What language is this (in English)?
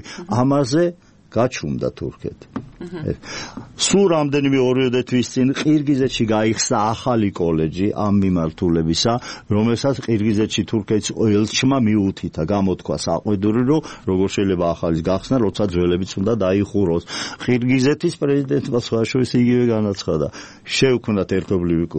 Georgian